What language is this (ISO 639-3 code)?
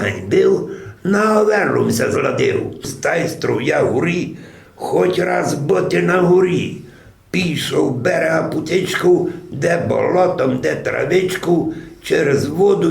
rue